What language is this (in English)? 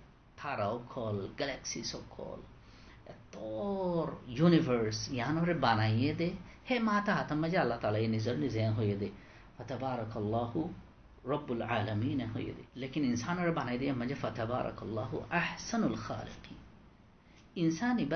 Rohingya